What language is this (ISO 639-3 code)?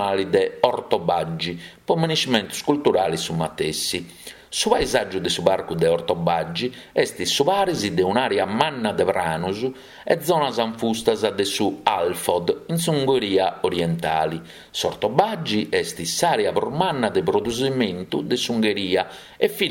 srd